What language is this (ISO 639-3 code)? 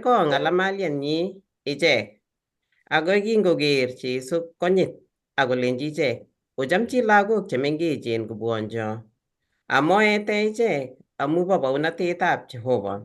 kln